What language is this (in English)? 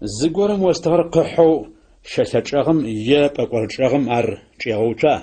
Adyghe